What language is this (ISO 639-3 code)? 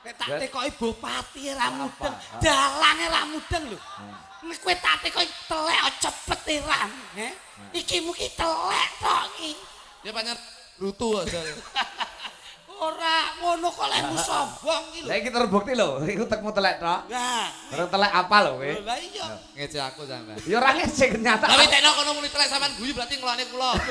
jav